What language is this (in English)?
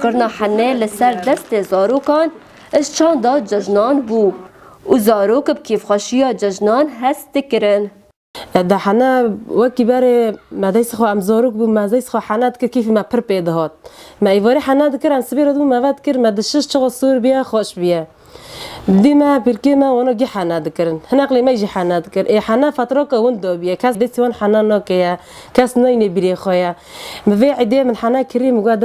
Kurdish